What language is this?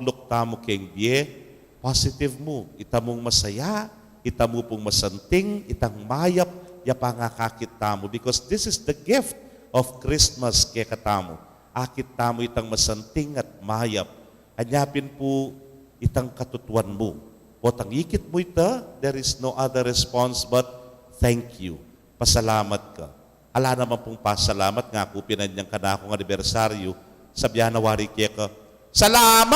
Pampanga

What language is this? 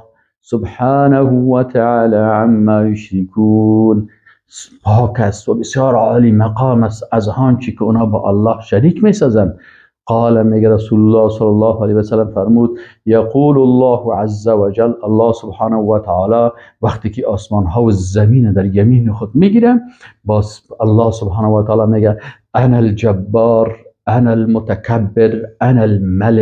Persian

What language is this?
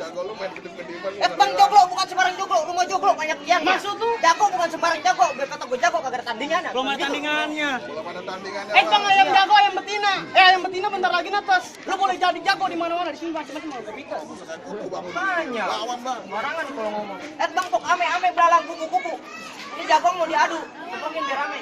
Betawi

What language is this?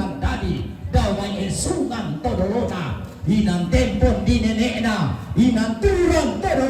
Toraja-Sa'dan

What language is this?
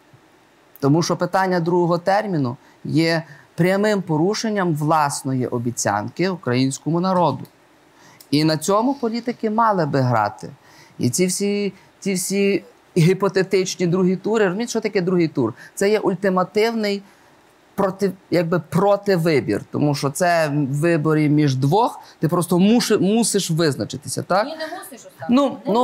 Ukrainian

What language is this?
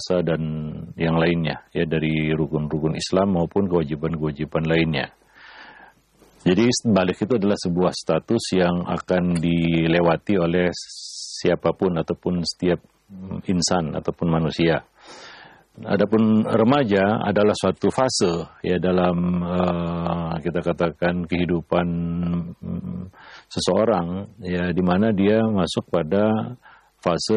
Indonesian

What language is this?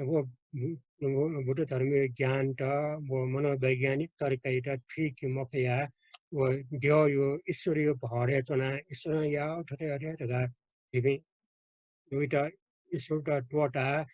Newari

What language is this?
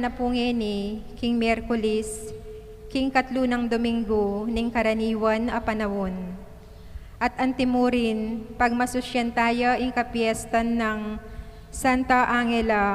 Pampanga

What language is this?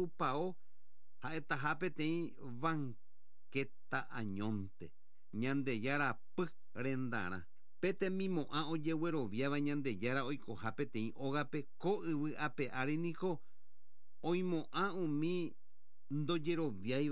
Guarani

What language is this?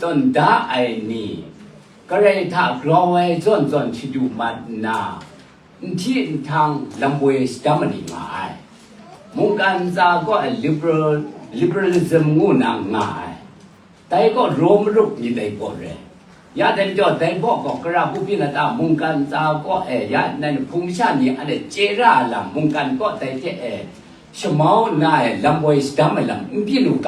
Kachin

